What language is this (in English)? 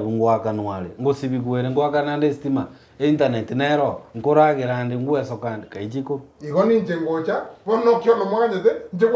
Gusii